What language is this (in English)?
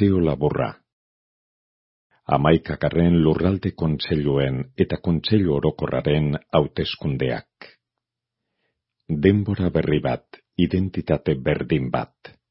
Basque